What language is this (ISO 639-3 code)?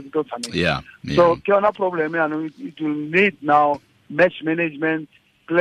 tsn